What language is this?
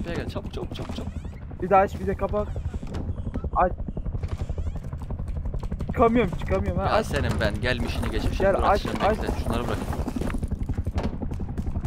Turkish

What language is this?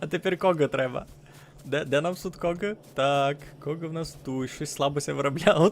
Rusyn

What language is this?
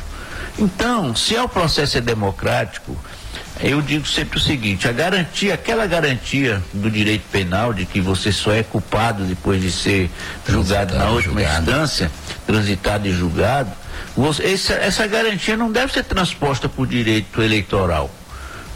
Portuguese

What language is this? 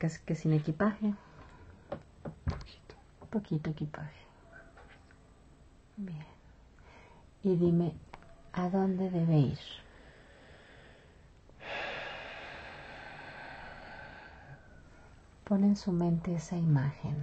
Spanish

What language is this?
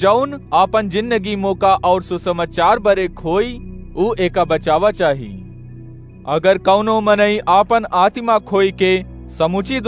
Awadhi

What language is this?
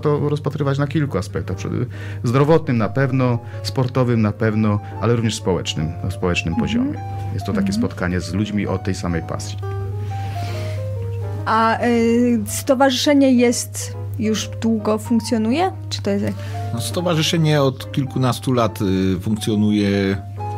Polish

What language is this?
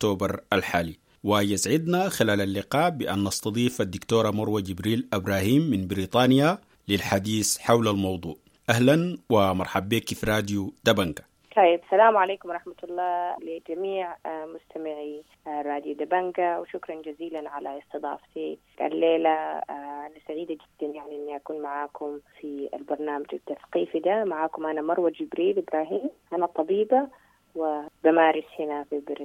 Sudanese Arabic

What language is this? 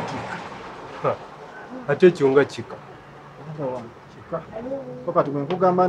Ganda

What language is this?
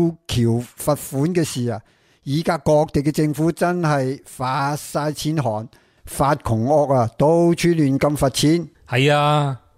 Cantonese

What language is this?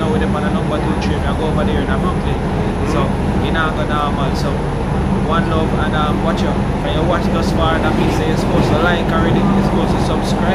Jamaican Creole English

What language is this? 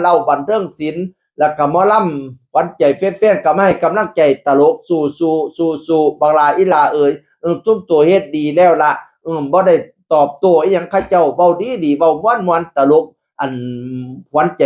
Northeastern Thai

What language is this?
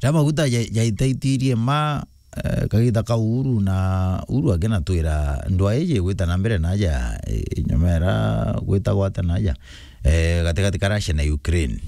Meru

